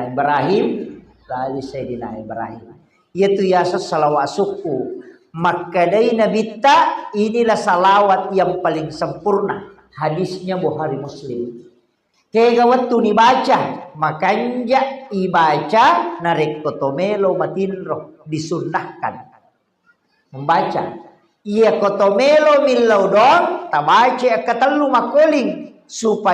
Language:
Buginese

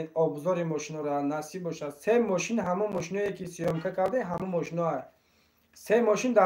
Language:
Tajik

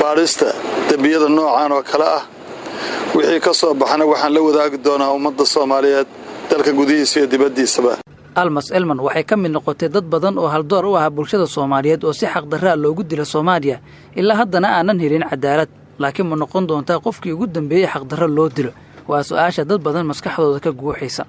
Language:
Somali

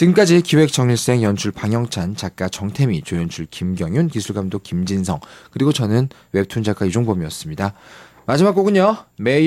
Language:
Korean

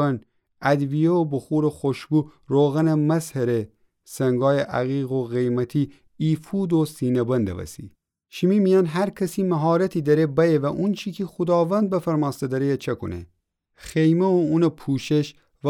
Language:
Gilaki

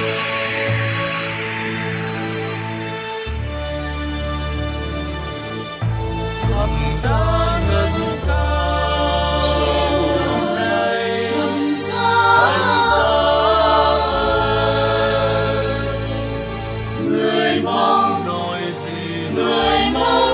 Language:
Vietnamese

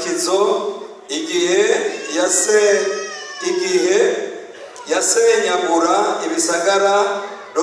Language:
Rundi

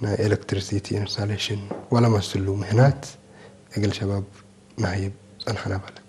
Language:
Tigre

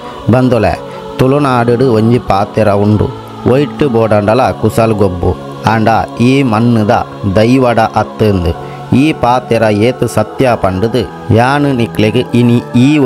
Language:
Tulu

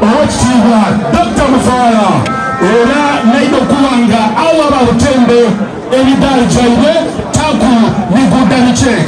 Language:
Soga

